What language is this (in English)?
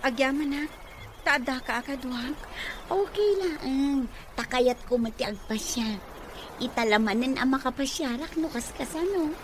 Iloko